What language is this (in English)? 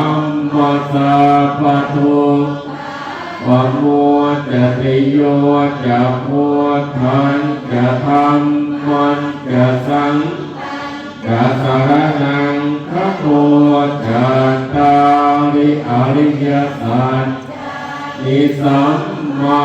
Pali